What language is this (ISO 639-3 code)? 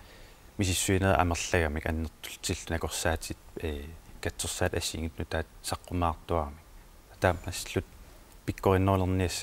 kal